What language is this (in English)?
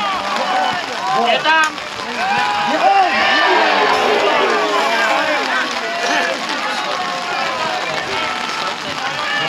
Czech